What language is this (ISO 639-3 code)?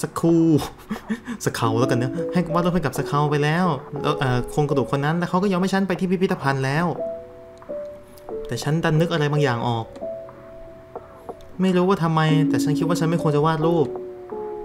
tha